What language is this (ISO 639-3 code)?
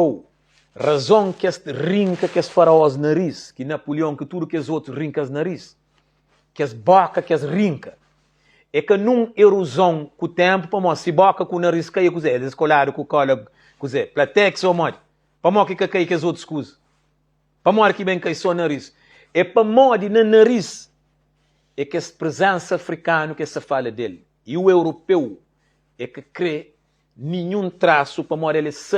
kea